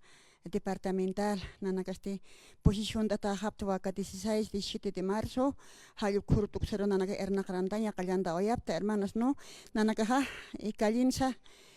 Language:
Aymara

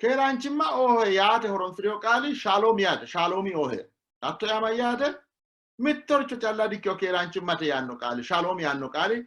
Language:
Sidamo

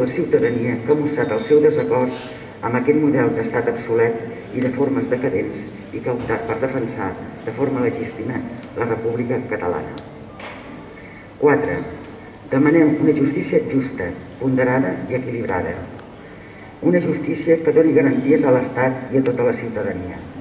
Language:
Catalan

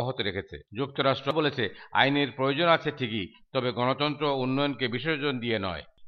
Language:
Bangla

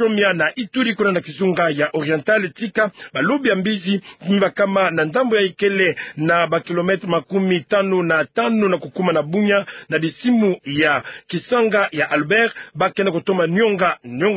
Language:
Kituba (Democratic Republic of Congo)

